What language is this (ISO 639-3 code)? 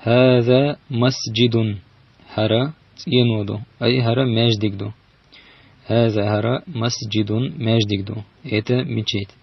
che